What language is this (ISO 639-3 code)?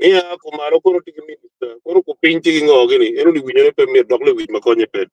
ach